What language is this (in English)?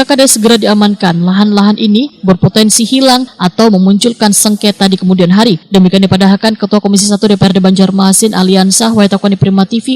Banjar